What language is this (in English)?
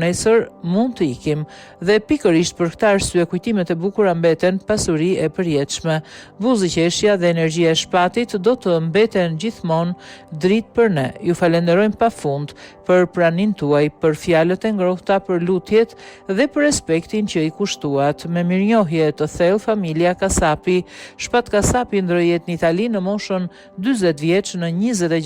Albanian